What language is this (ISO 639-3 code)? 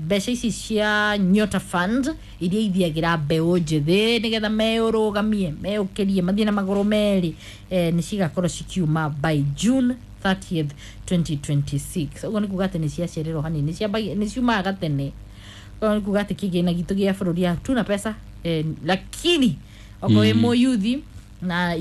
kik